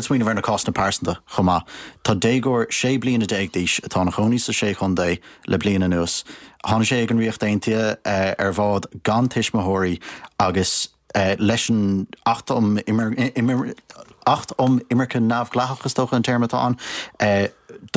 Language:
Irish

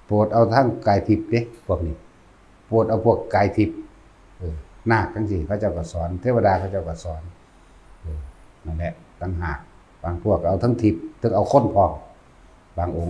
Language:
Lao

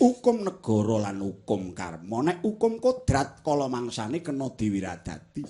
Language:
Javanese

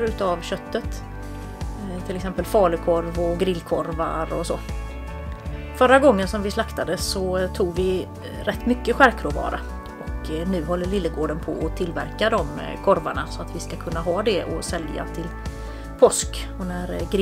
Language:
Swedish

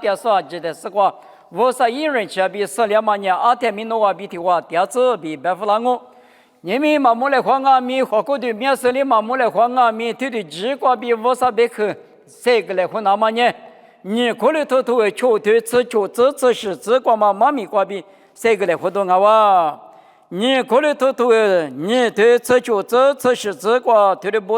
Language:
Lisu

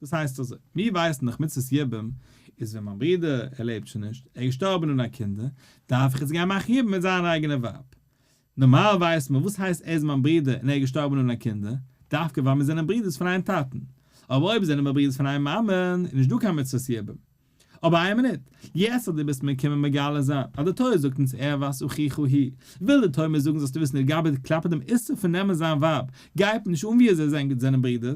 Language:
Yiddish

